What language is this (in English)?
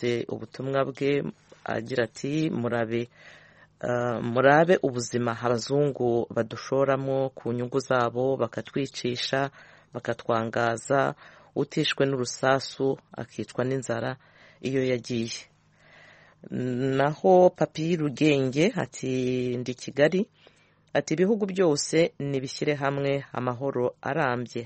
Kinyarwanda